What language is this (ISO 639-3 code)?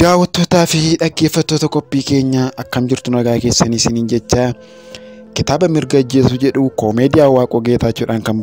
orm